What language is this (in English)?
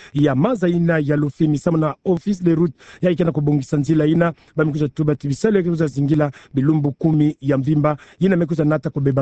Kituba (Democratic Republic of Congo)